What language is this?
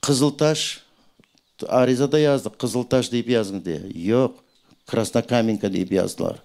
Crimean Tatar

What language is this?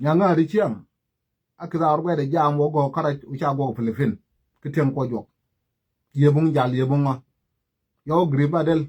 Nuer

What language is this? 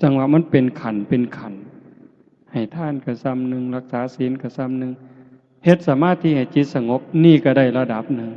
Northeastern Thai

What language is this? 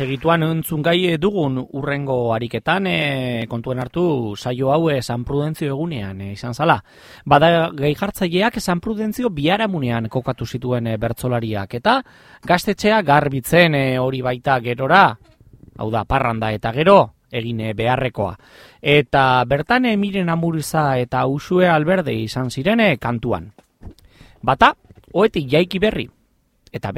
Basque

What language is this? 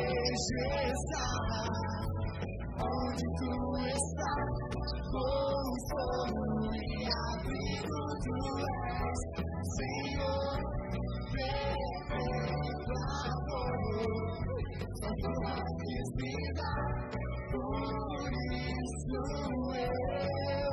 Portuguese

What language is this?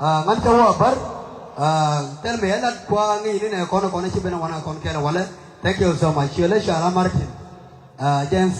Nuer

